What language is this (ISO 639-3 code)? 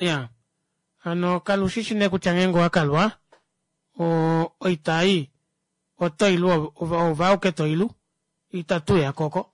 kua